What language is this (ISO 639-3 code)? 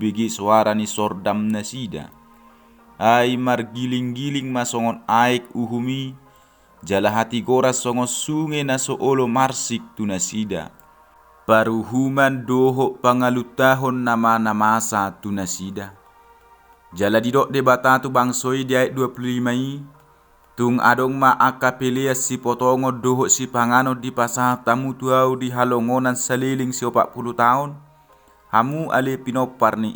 bbc